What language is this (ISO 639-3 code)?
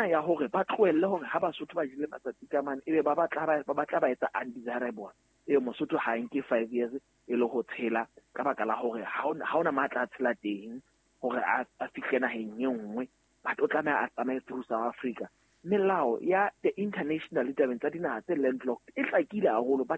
sot